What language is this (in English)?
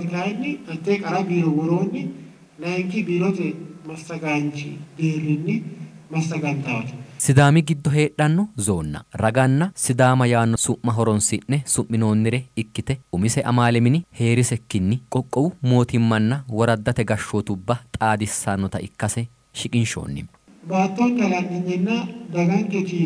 Sidamo